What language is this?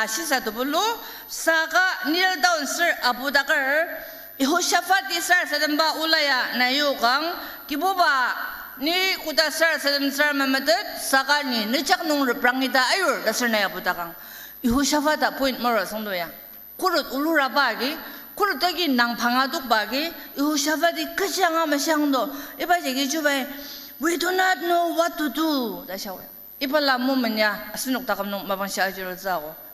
Ao Naga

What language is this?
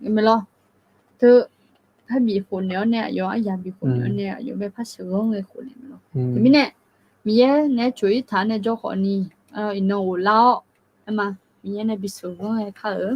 Akha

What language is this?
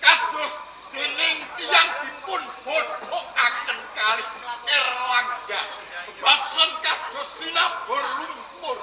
Javanese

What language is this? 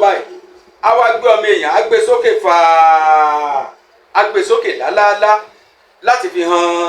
Yoruba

